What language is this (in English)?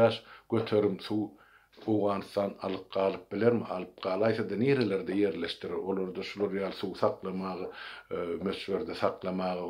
Turkmen